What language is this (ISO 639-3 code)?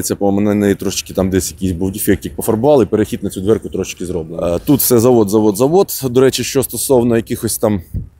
ukr